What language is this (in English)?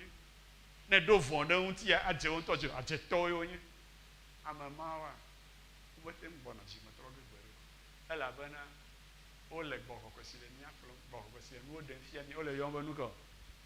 Ewe